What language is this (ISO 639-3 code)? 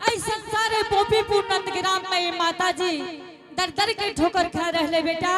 anp